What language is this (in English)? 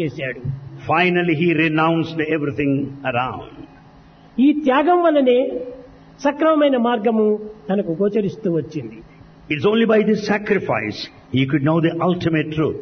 Telugu